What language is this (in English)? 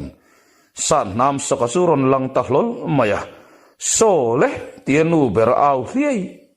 Mizo